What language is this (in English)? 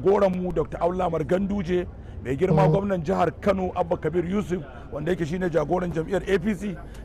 Hausa